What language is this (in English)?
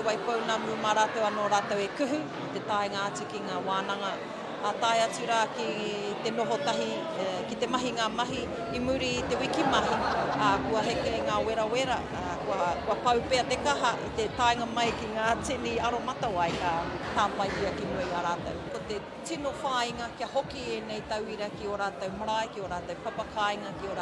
Māori